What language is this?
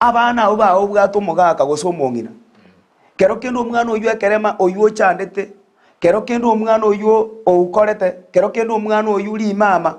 Gusii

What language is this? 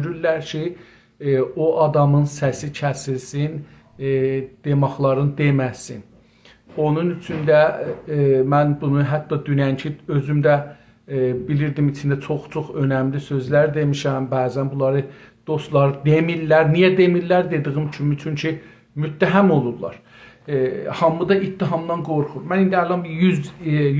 South Azerbaijani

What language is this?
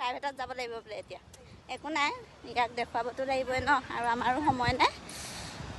Assamese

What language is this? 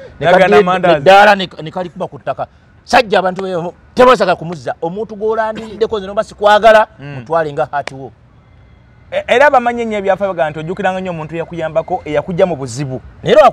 Ganda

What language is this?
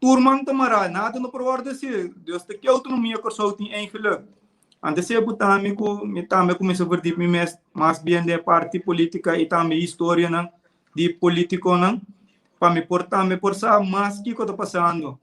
Papiamento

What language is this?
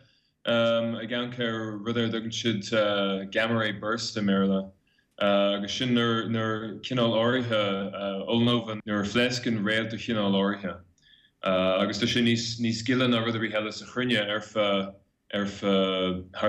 Irish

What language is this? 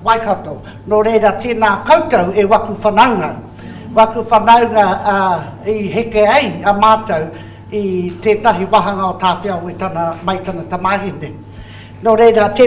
Māori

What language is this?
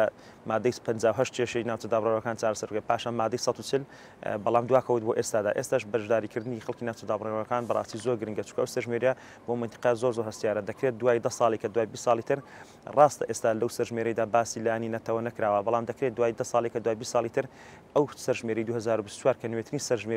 Central Kurdish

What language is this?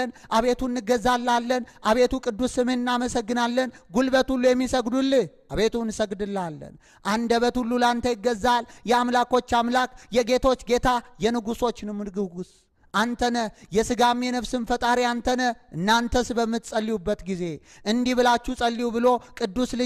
Amharic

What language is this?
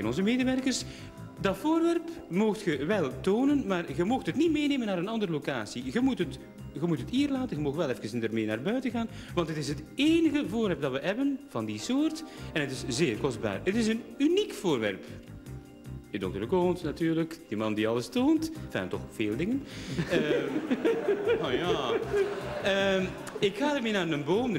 Dutch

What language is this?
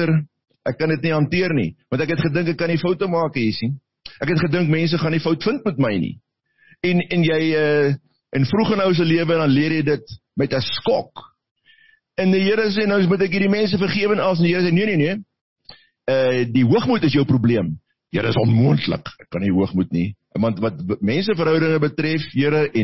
Afrikaans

